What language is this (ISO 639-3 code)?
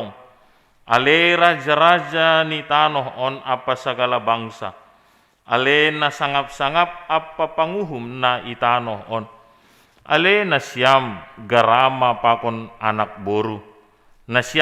bts